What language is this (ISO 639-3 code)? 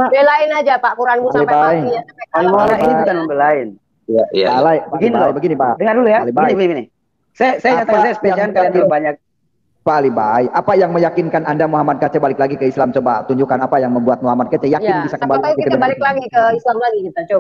ind